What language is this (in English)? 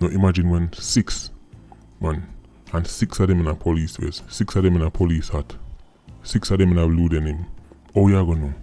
Jamaican Creole English